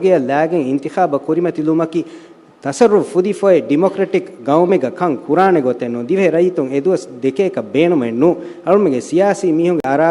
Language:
Divehi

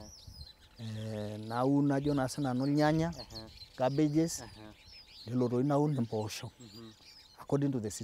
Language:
Masai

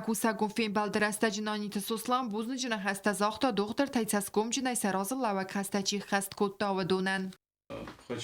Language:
Ossetic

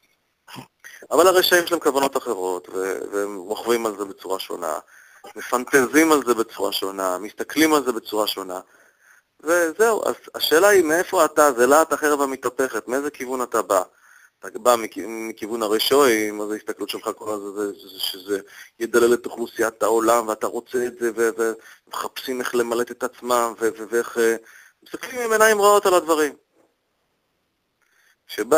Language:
Hebrew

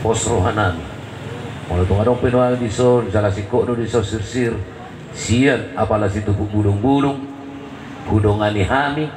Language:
Batak Toba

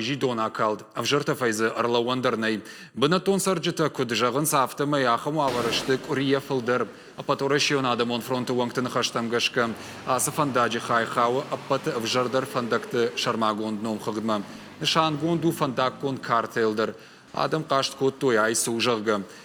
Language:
Ossetic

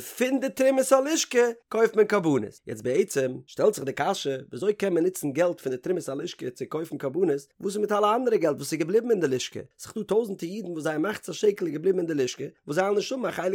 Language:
Yiddish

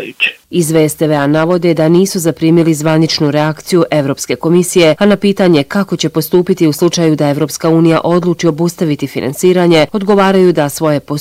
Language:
Bosnian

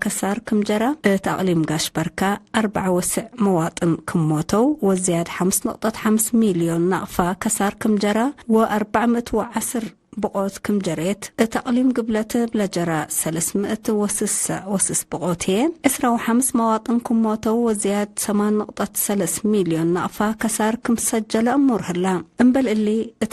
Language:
Tigre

